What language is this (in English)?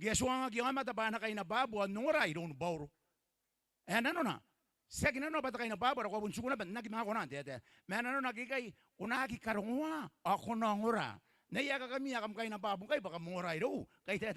Gilbertese